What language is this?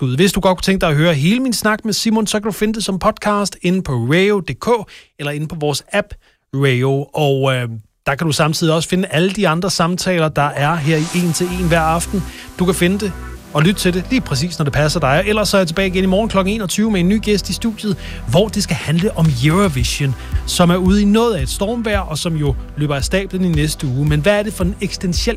Danish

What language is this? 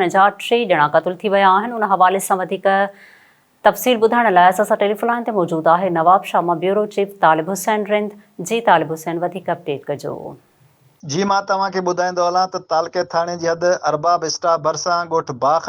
Sindhi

